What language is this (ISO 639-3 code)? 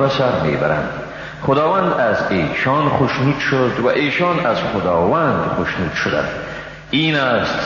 fas